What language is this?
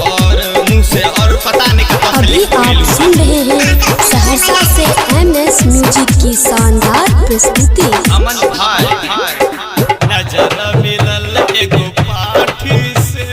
Maithili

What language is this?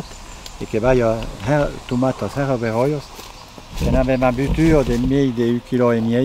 Occitan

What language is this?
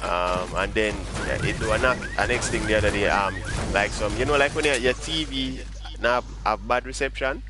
Jamaican Creole English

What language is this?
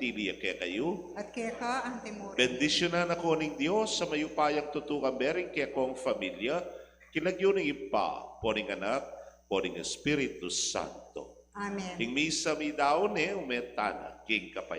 Pampanga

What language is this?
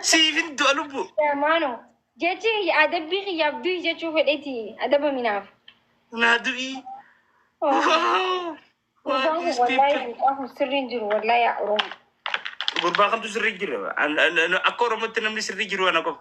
Oromo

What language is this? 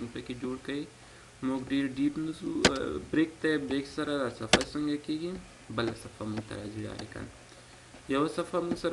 Pashto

